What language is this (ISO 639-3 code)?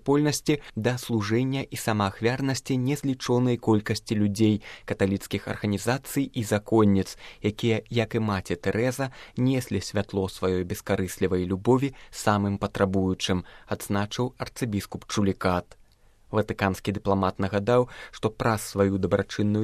bel